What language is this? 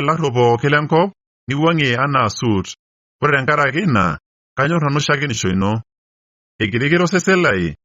Masai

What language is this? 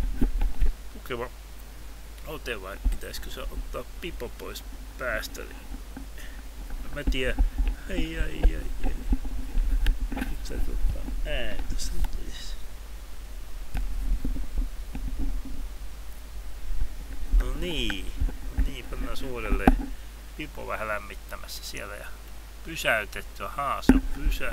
Finnish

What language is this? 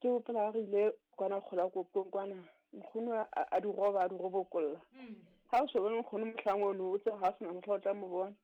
Southern Sotho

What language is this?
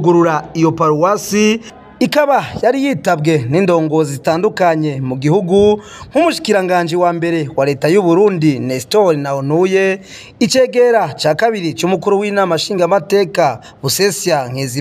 Rundi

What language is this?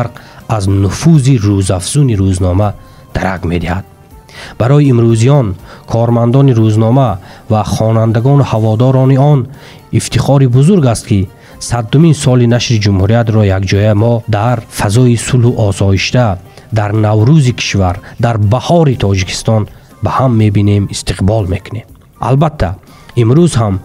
Tajik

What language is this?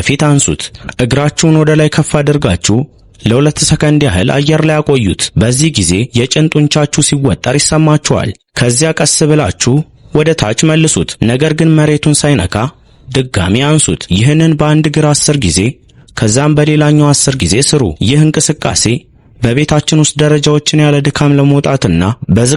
Amharic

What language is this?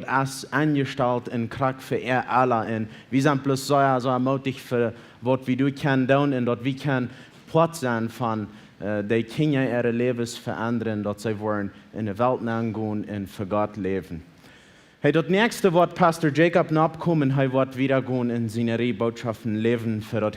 Plautdietsch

